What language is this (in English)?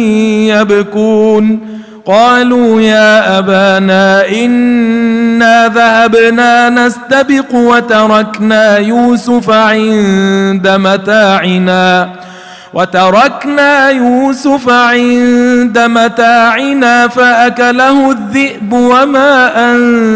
Arabic